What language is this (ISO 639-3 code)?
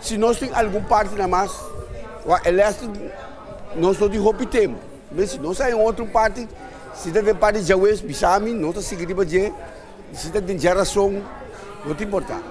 pap